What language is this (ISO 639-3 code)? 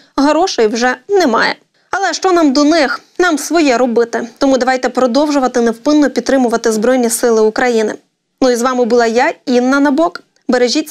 ukr